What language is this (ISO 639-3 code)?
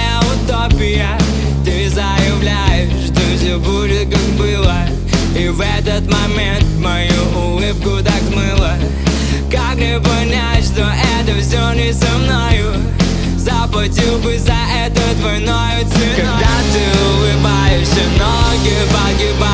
rus